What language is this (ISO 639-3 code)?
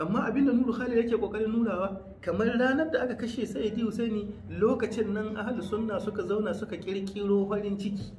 hau